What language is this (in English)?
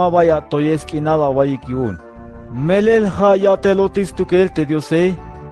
Tzeltal